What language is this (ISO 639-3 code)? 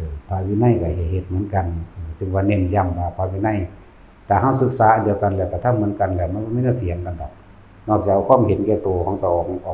lao